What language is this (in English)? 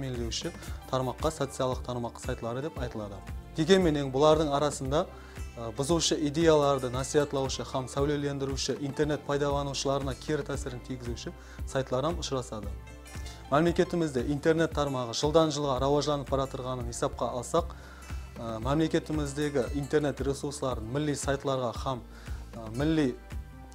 Kara-Kalpak